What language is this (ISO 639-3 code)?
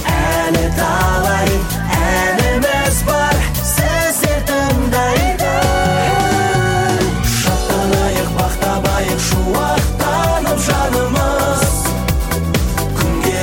kaz